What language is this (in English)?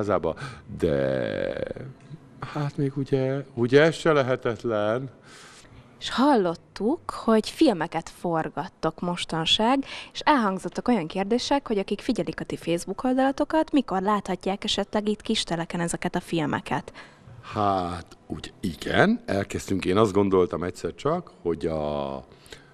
Hungarian